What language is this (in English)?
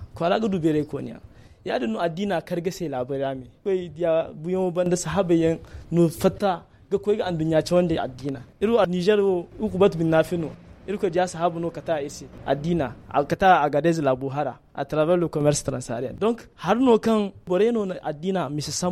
Hausa